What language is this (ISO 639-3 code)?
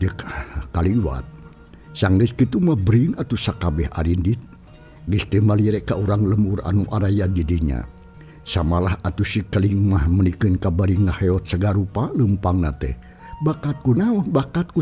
sun